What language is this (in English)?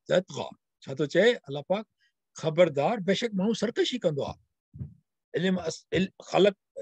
Sindhi